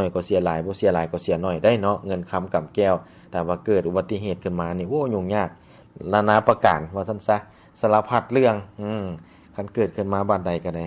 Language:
Lao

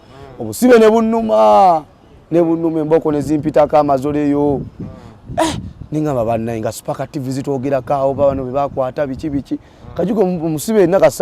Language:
Ganda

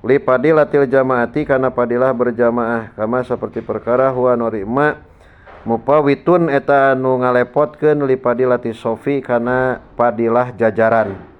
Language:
Sundanese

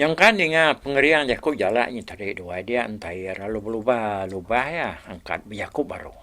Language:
Iban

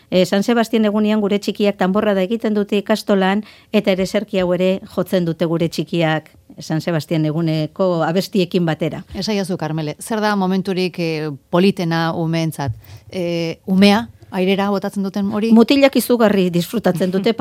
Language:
Basque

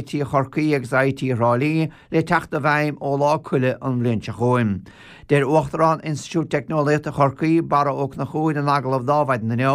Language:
Irish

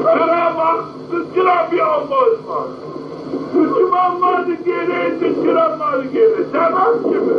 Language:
Zaza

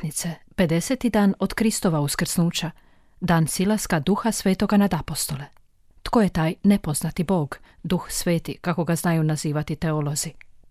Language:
Croatian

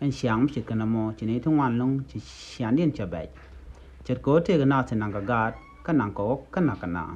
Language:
Nuer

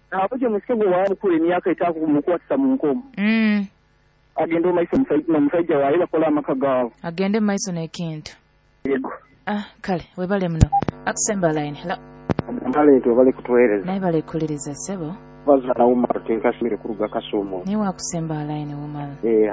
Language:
Nyoro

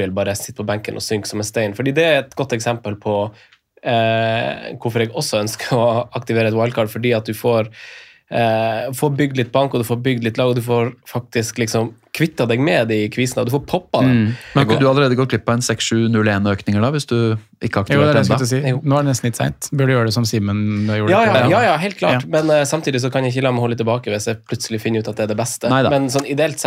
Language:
Norwegian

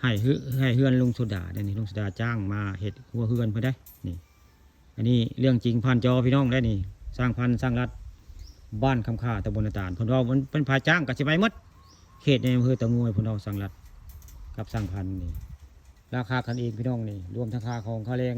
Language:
Northeastern Thai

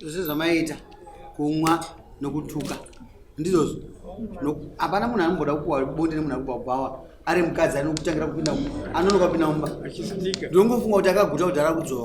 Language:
Shona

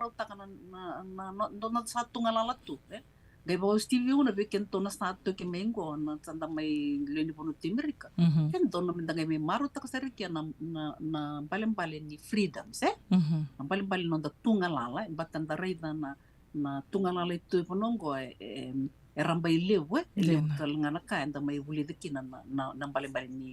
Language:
Fijian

